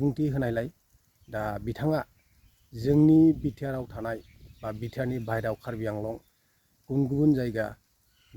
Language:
Bodo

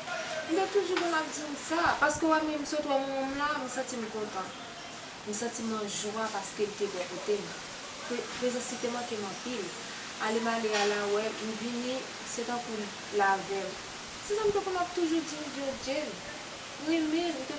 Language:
Haitian Creole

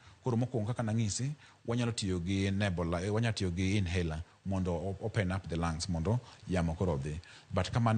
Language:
Luo (Kenya and Tanzania)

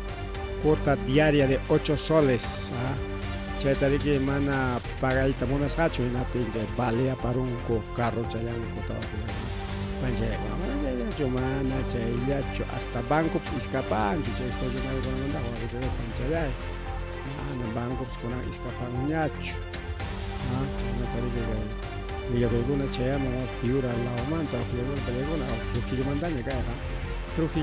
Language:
Ayacucho Quechua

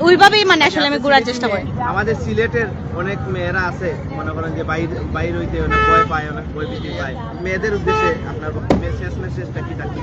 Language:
Sylheti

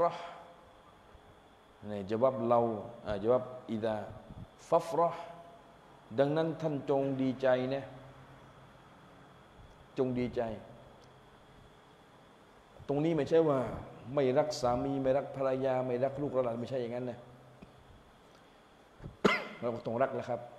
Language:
Thai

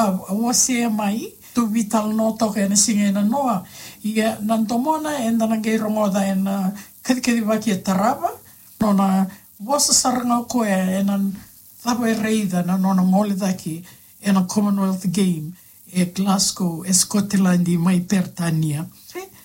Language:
Fijian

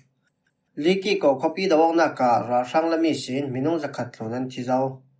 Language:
Falam Chin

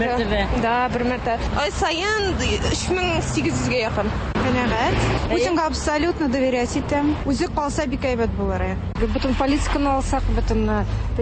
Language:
Tatar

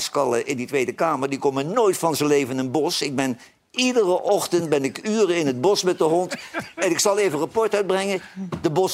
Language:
Dutch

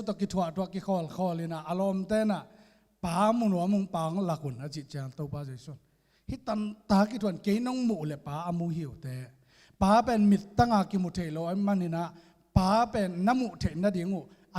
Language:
Tedim Chin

